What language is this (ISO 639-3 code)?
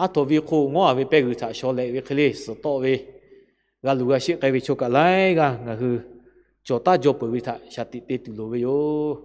lhu